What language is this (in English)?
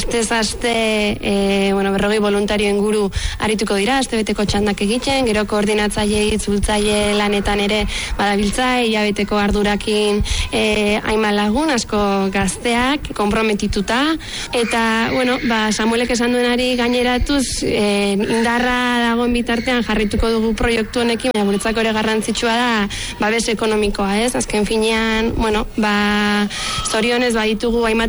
Basque